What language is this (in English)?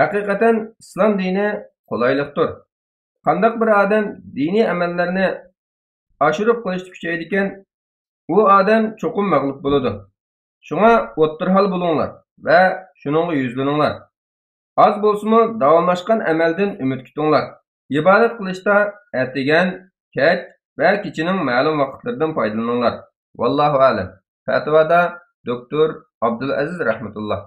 Uyghur